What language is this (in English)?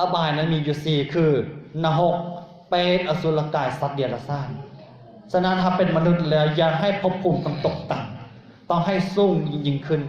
Lao